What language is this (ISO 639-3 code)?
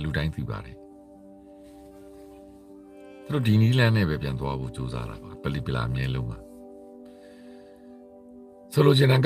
mya